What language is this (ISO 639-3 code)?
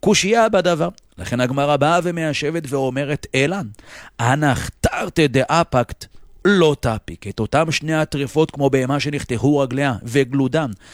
heb